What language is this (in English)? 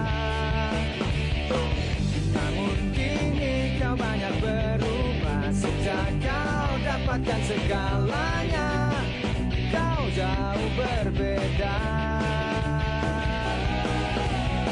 Indonesian